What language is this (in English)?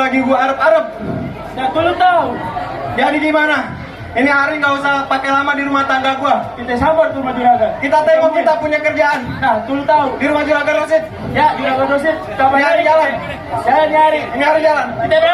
Betawi